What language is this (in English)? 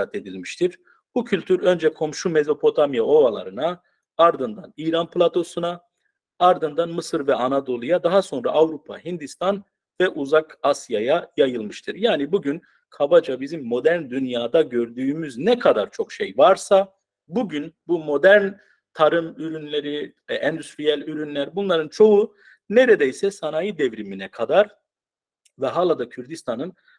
Turkish